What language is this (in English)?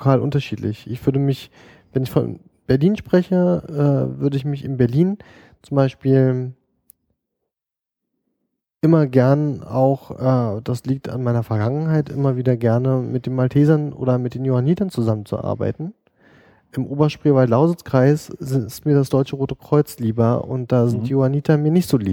German